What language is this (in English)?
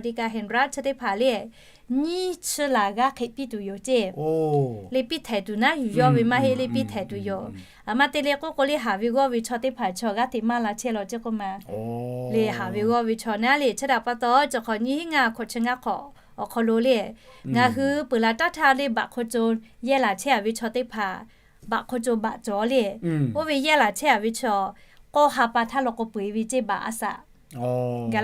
Lahu